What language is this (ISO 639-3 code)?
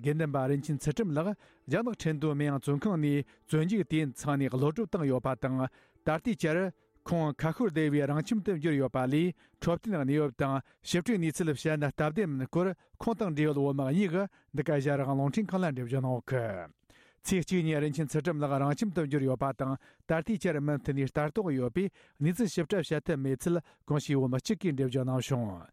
bod